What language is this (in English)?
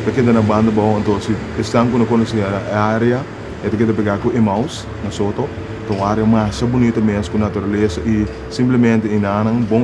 Papiamento